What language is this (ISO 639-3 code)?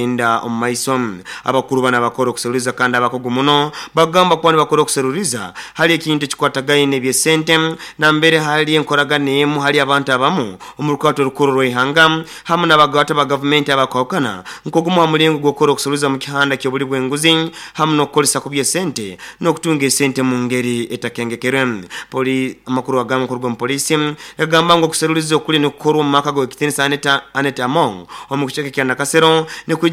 nyo